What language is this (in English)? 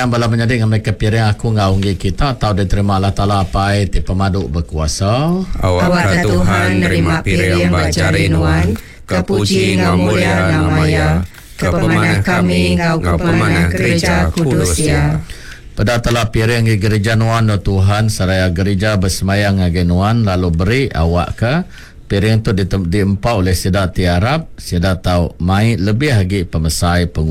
Iban